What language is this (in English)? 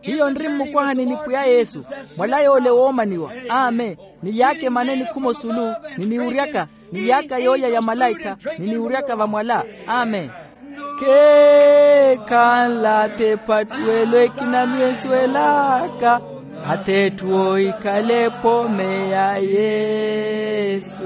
Makhuwa